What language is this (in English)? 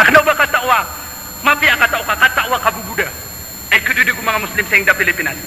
Maranao